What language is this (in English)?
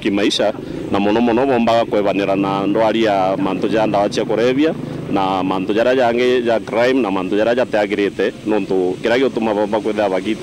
Meru